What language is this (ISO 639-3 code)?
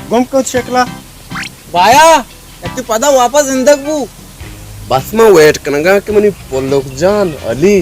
bal